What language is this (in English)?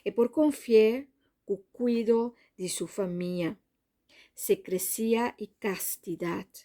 Papiamento